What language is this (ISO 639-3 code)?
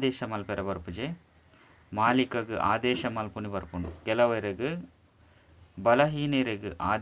tcy